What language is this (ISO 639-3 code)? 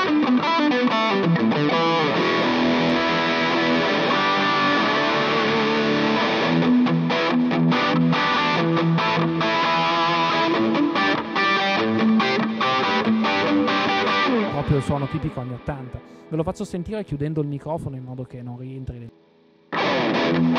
ita